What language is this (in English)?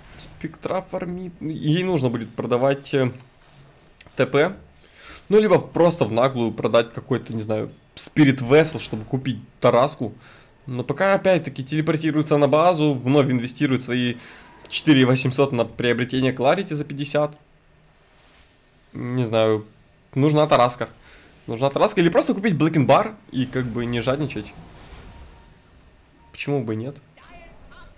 Russian